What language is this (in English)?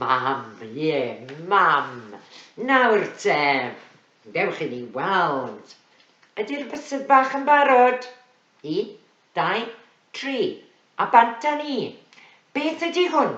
Welsh